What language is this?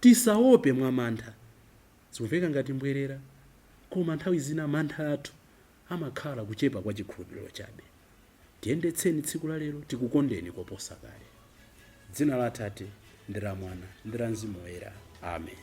Nyanja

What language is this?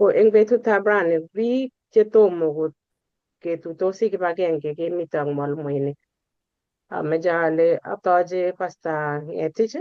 Kalenjin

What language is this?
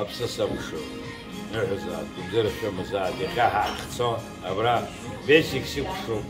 Abkhazian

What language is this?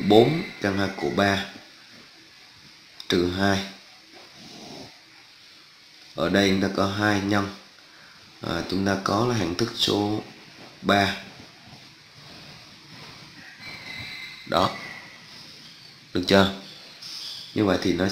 Vietnamese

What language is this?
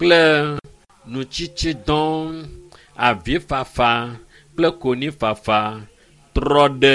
Ewe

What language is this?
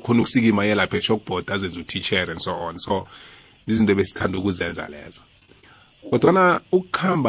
South Ndebele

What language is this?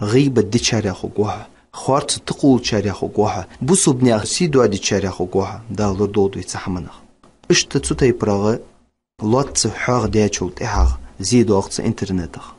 Ingush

